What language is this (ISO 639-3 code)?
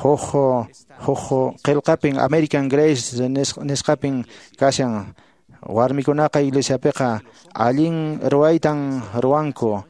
que